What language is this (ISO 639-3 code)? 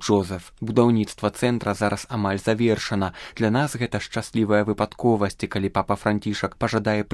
bel